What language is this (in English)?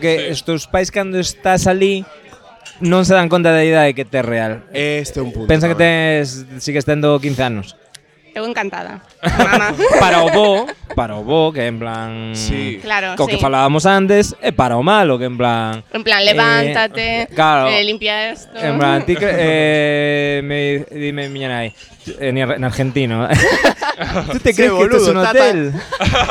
Galician